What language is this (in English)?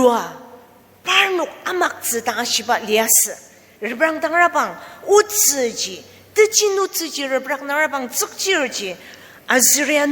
Ao Naga